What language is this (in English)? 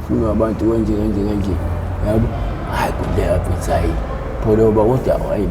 Zulu